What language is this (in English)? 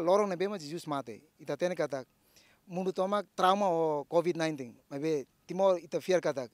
Tetum